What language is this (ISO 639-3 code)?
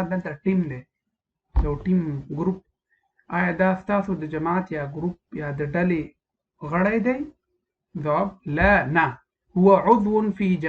pus